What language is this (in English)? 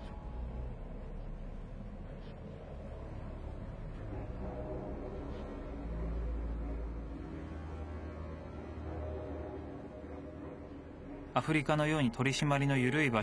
Japanese